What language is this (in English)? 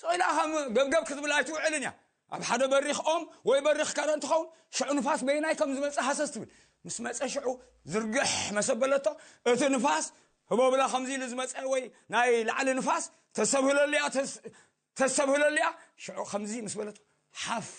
Tigrinya